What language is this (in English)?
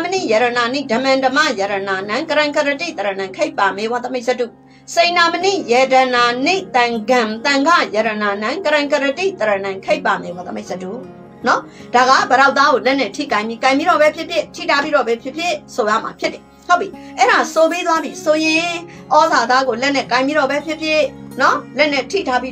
Burmese